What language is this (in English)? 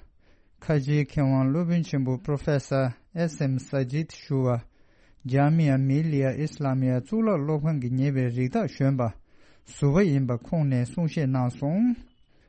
Tibetan